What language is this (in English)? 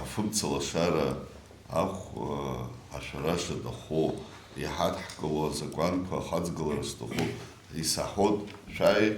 Abkhazian